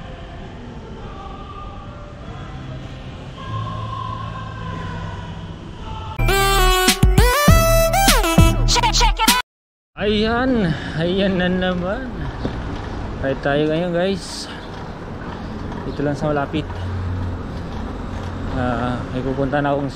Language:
Filipino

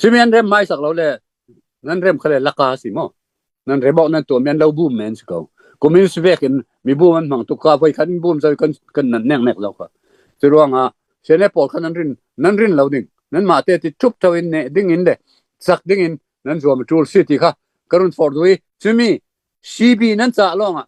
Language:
Falam Chin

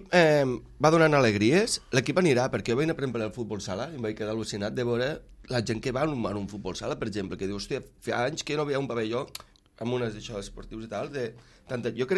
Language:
Catalan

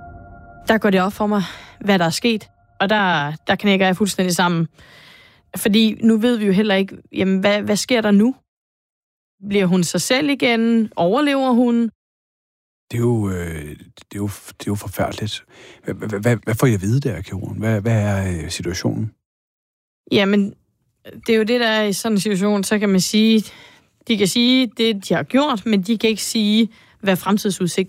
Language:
Danish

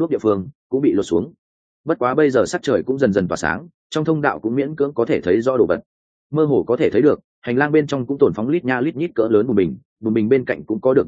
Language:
Vietnamese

